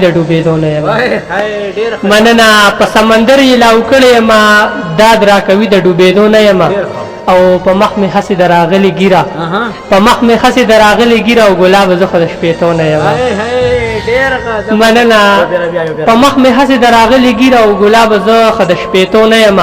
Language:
Pashto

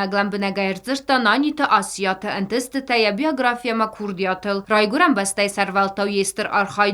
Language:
Ossetic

